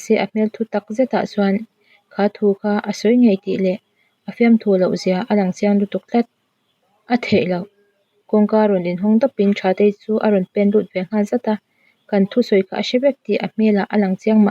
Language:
Mizo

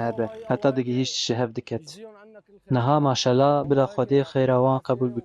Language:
Kurdish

